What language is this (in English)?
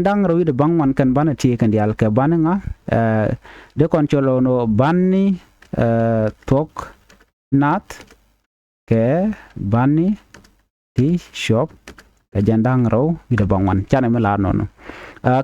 Nuer